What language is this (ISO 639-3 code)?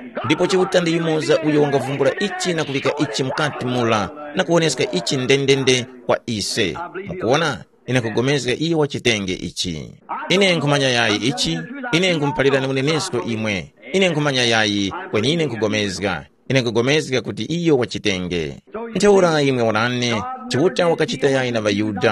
tum